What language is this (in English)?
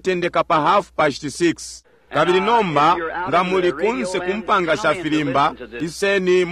Bemba